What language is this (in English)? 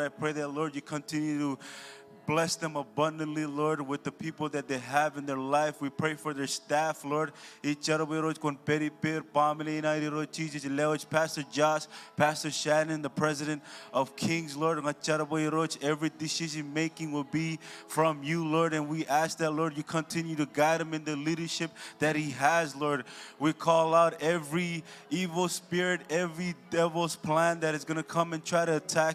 Marshallese